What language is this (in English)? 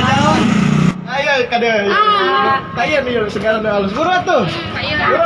Sundanese